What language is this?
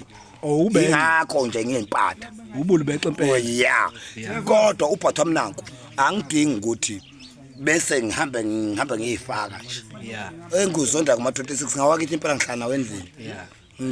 Zulu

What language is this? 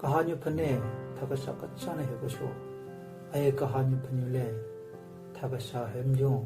Southern Rengma Naga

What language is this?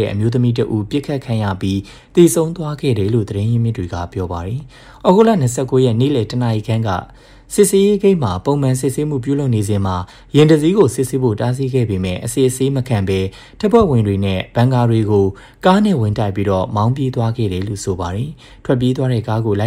Burmese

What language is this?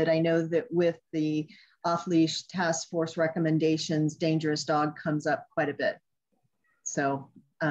English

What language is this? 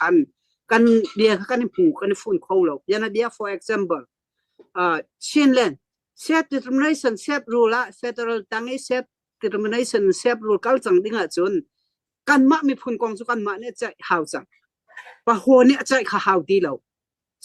Hakha Chin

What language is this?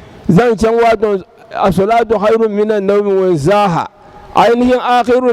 Dagbani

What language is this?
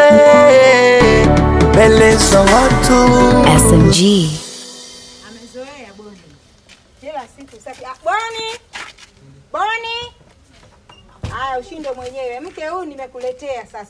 Swahili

